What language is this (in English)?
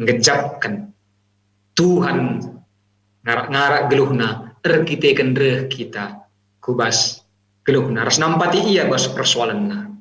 Batak Karo